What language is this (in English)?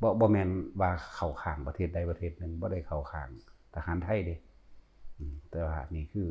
Lao